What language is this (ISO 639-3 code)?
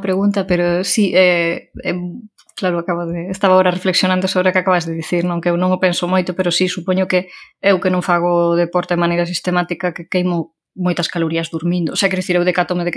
glg